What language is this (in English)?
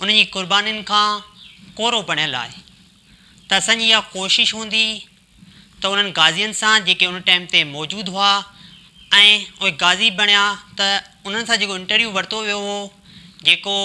Sindhi